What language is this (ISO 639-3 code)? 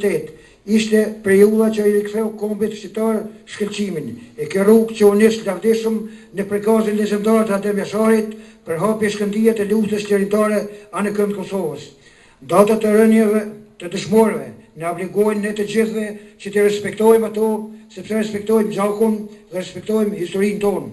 sqi